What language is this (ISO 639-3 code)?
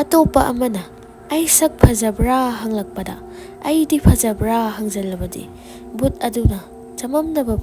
mni